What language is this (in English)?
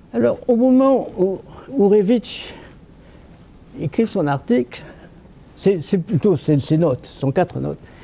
French